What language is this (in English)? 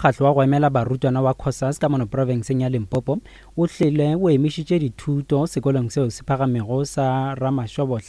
Northern Sotho